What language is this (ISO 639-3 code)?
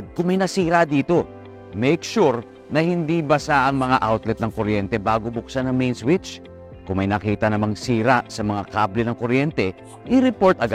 fil